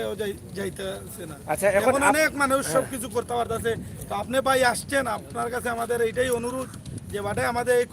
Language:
Sylheti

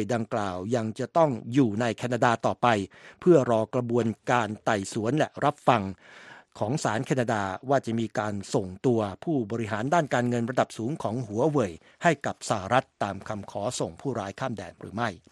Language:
Thai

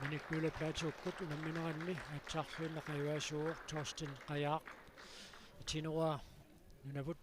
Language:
Kalaallisut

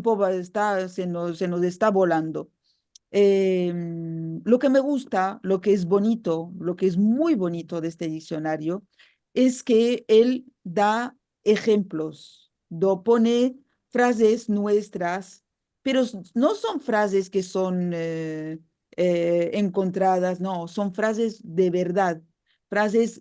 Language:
Ladino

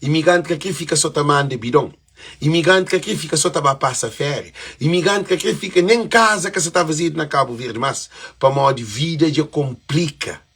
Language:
Kabuverdianu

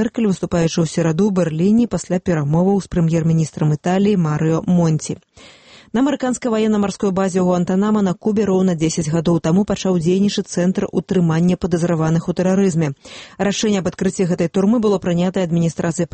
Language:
Belarusian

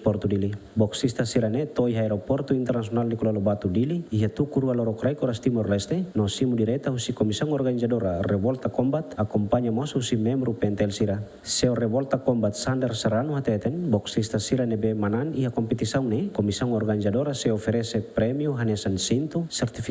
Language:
Tetum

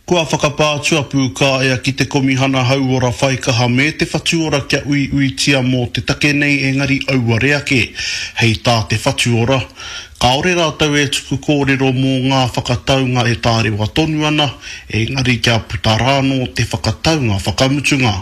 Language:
Māori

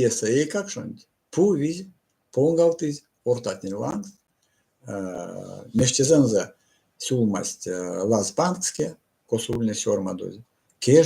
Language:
Erzya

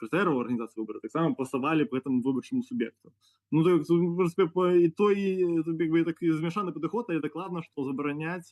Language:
Belarusian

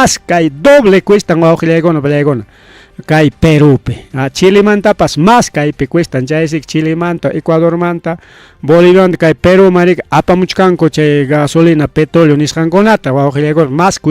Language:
Ayacucho Quechua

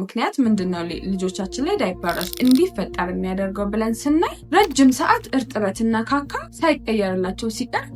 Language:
Amharic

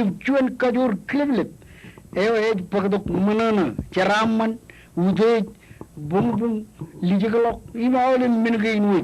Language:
Marshallese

